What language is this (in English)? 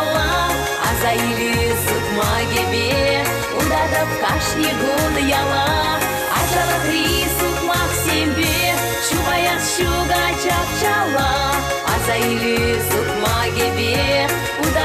Chuvash